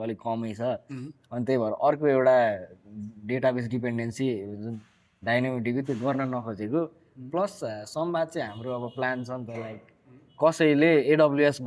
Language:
Nepali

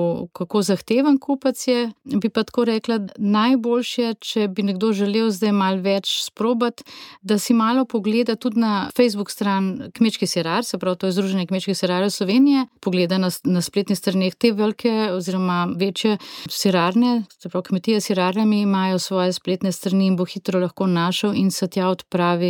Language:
Slovenian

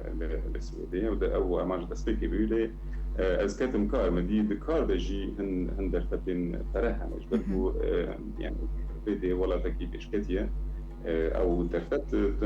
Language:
Kurdish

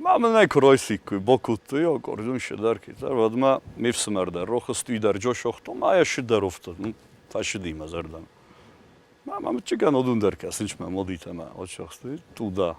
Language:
Ossetic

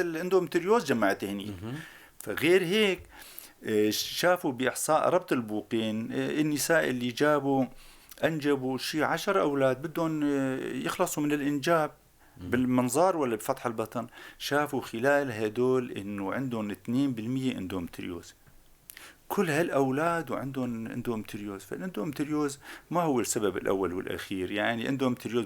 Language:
North Levantine Arabic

